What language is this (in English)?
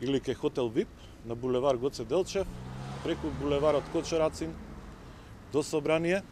Macedonian